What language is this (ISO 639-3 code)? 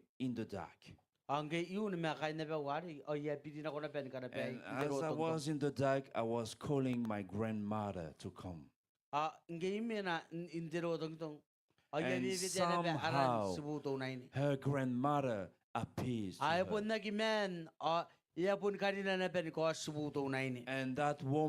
gil